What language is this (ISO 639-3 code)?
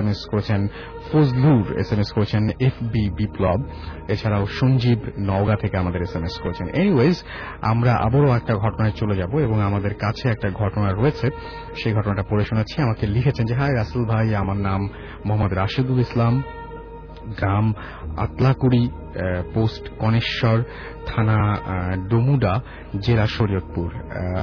ben